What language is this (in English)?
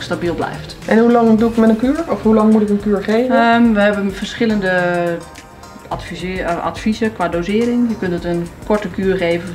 Dutch